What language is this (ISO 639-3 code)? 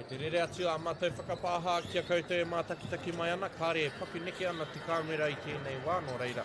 mri